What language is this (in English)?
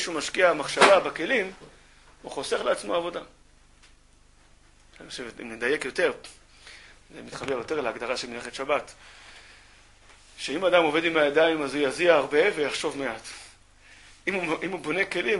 Hebrew